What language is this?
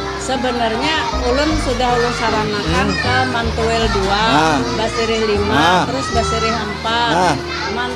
Banjar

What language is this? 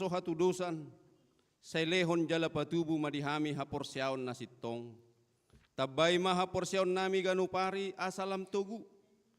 Batak Toba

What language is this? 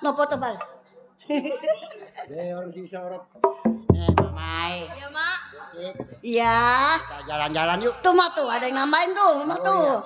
Betawi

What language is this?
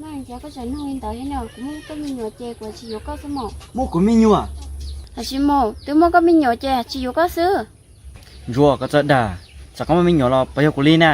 Hmong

